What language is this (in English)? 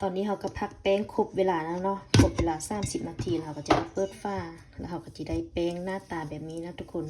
Lao